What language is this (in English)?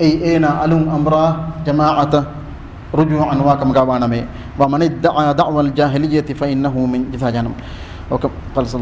Divehi